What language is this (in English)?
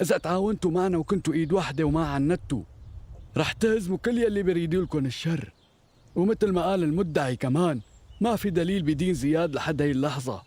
North Levantine Arabic